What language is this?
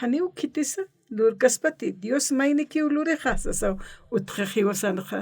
Aymara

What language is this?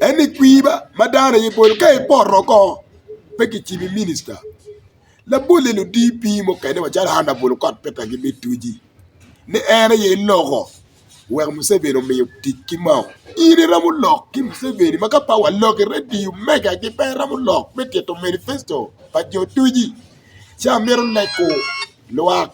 Acoli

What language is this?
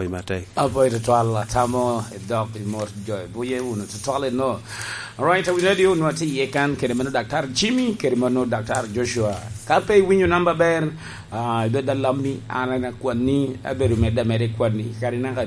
Lango (Uganda)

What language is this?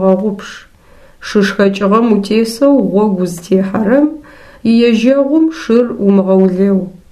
Adyghe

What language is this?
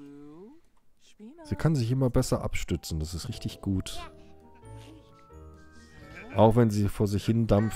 German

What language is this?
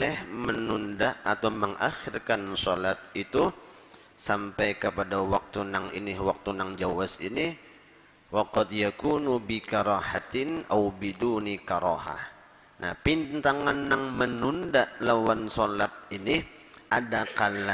Banjar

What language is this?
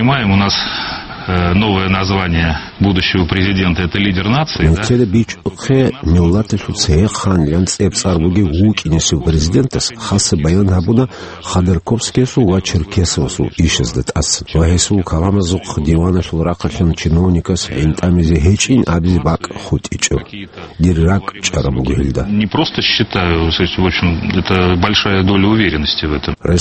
Avaric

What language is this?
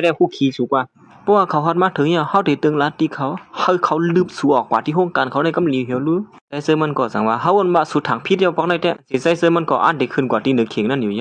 Shan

